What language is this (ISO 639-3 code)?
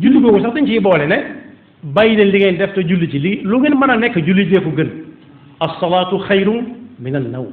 wol